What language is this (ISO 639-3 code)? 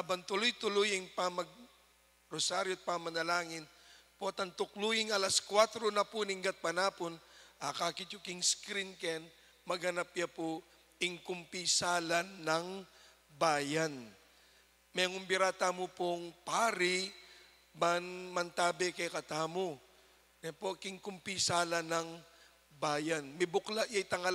pam